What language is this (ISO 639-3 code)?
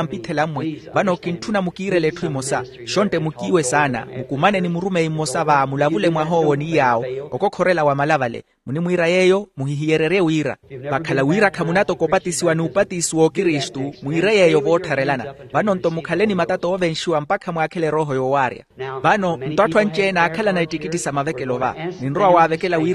vmw